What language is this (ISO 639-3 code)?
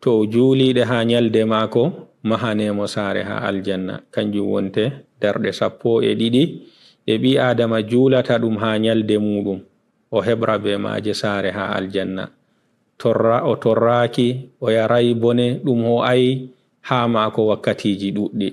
ful